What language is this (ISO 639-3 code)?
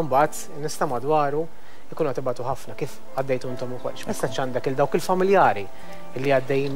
mlt